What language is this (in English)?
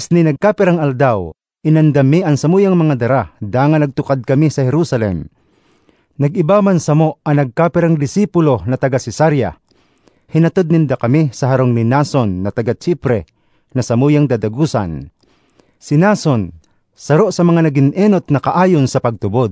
Bikol